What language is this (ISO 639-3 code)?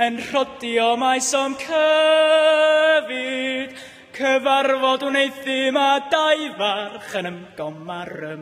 cym